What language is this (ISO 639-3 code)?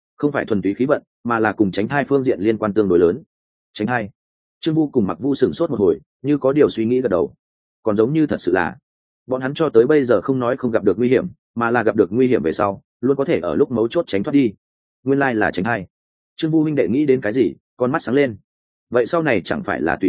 vie